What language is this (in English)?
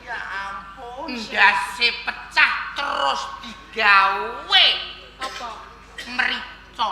Javanese